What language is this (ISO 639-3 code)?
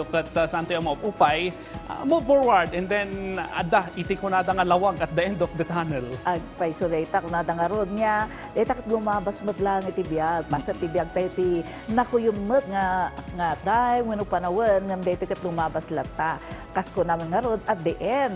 ilo